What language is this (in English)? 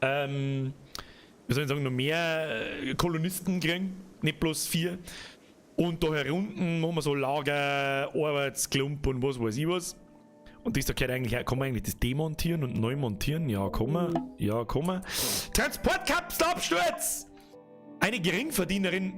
Bavarian